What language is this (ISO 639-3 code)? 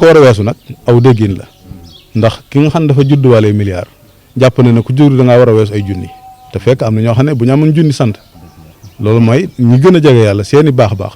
wol